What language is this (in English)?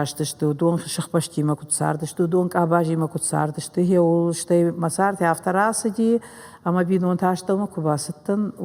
Ossetic